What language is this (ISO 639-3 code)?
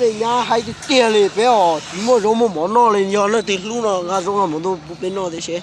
hmn